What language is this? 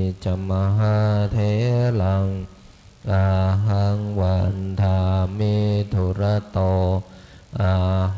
Pali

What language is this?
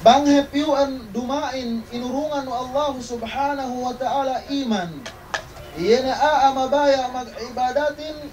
Yakan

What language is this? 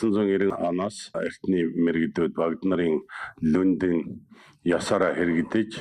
Mongolian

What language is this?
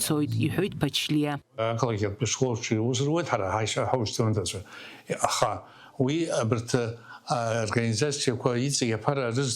Abkhazian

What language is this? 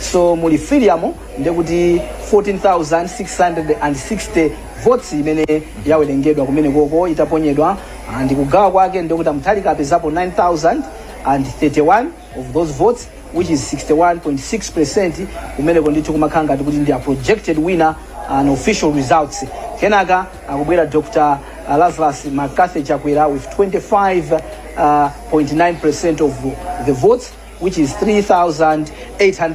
Nyanja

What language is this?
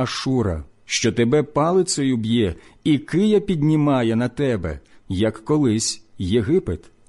Ukrainian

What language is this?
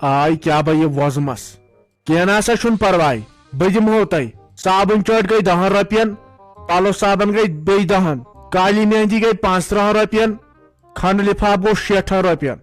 Kashmiri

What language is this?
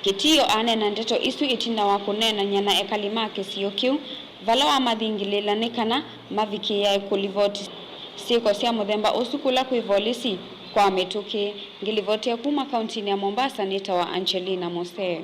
Kamba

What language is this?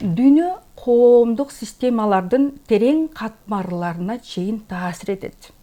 Kyrgyz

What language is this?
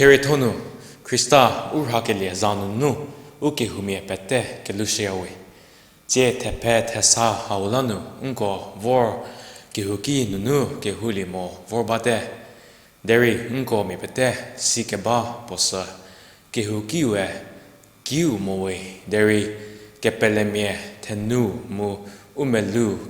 Angami Naga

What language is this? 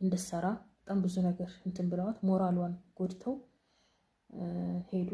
Amharic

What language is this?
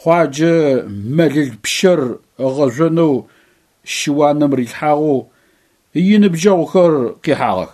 Adyghe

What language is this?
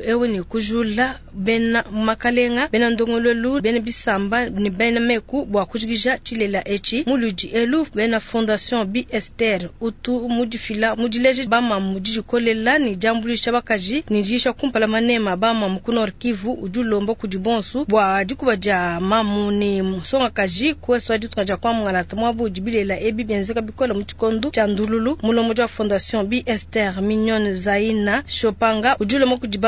Luba-Lulua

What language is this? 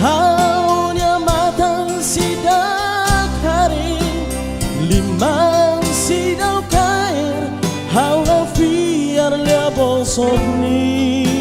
Tetum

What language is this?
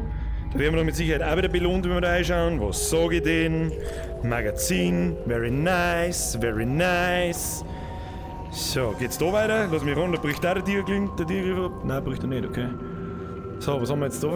Bavarian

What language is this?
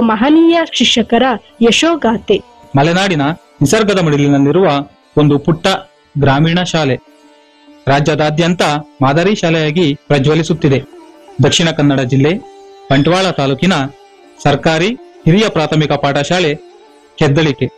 Kannada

